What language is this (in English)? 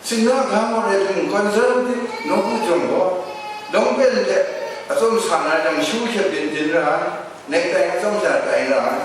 Kachin